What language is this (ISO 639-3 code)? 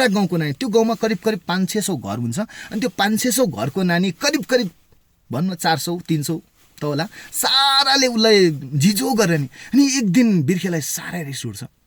nep